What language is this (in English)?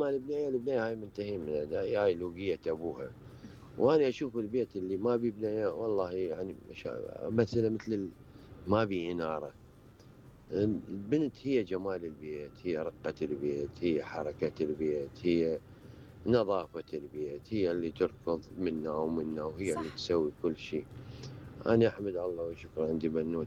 Mesopotamian Arabic